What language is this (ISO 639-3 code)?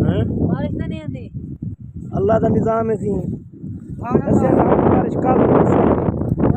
skr